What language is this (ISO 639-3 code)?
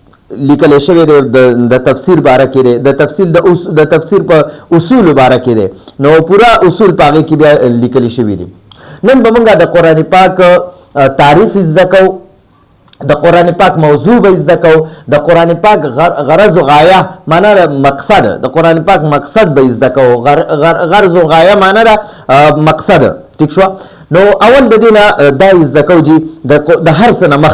pus